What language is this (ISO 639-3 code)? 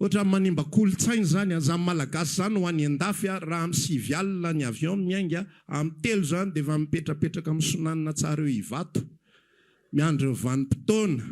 mlg